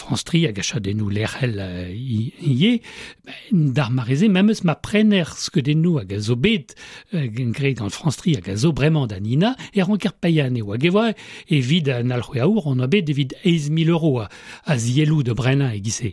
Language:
Breton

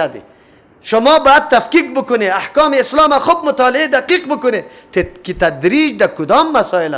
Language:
Persian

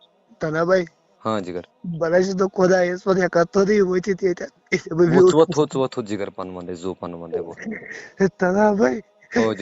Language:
Kashmiri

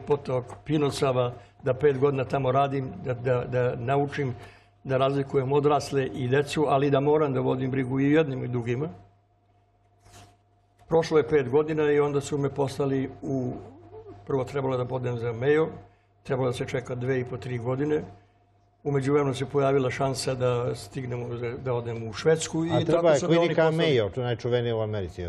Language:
Serbian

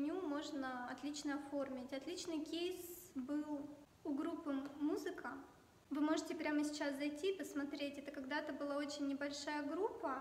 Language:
Russian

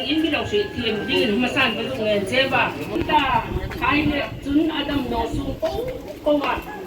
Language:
Hmar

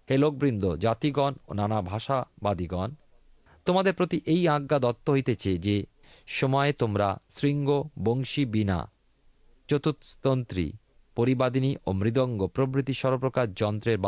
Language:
Bangla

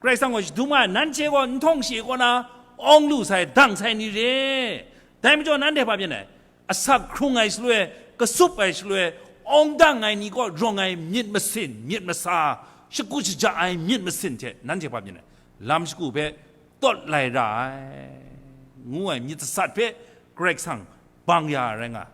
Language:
Kachin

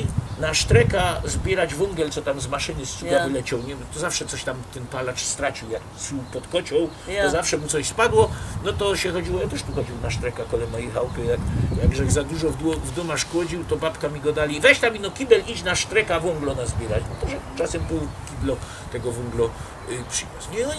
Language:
Silesian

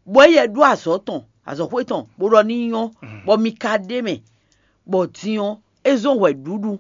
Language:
Fon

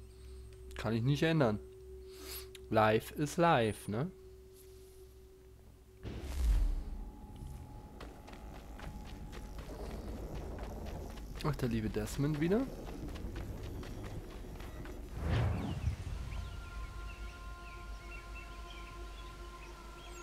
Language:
German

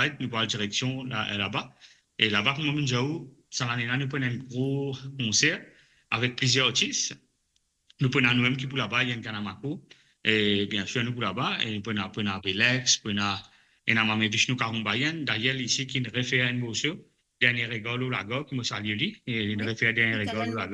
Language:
Morisyen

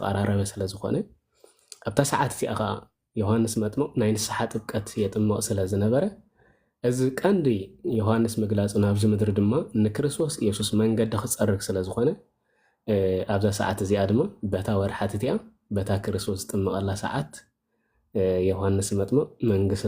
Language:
Tigrinya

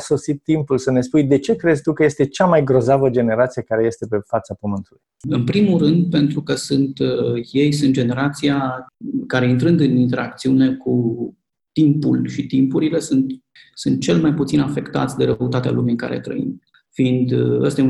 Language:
Romanian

